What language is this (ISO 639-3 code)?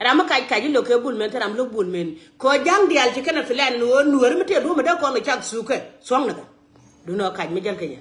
nus